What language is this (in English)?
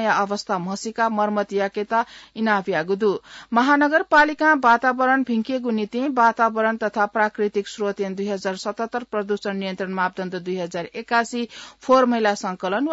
Newari